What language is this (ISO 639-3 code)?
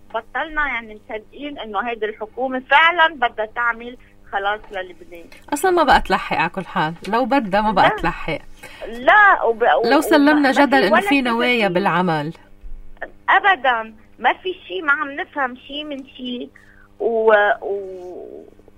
apc